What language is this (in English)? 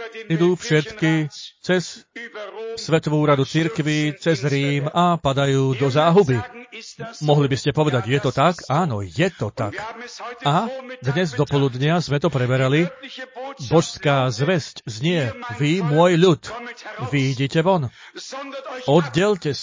Slovak